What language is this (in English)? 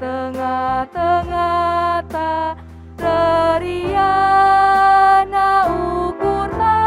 Batak Karo